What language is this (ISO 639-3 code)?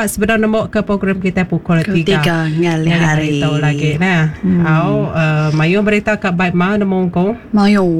iba